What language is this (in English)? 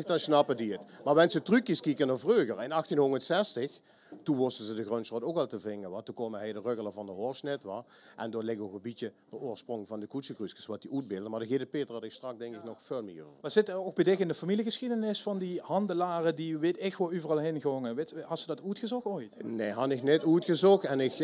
Limburgish